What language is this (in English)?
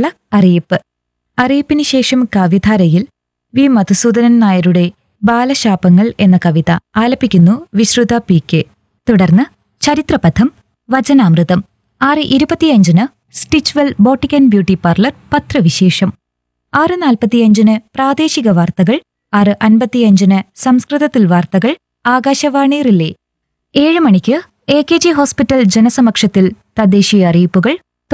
Malayalam